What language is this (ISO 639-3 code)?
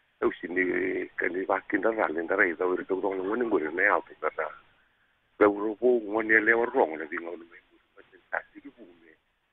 fij